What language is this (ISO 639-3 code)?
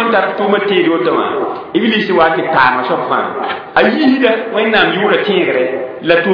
mos